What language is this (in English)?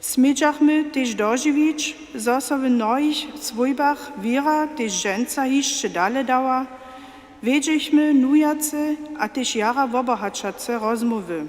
Upper Sorbian